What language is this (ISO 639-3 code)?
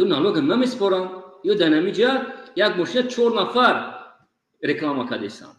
tgk